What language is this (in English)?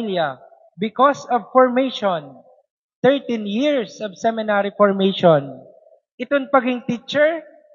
Waray